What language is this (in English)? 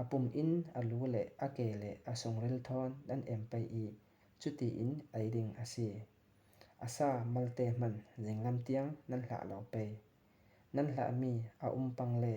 Falam Chin